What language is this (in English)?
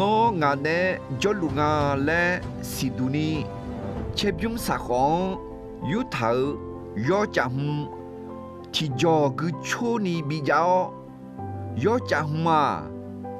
Akha